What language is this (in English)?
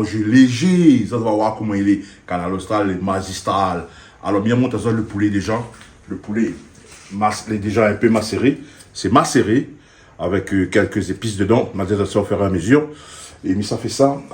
Réunion Creole French